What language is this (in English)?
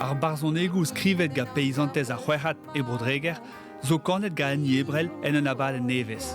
Breton